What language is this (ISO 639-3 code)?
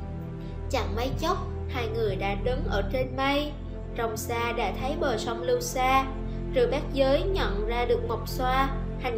vie